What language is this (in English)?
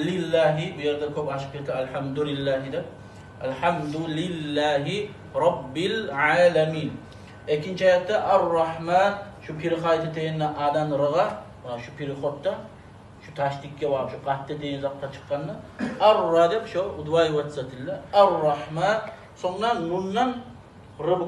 Kumyk